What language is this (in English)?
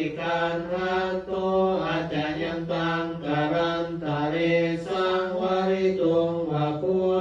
Pali